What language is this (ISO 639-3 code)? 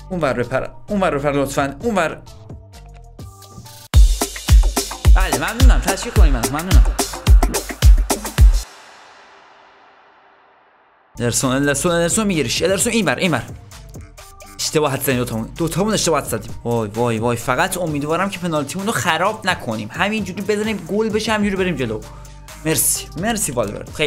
fas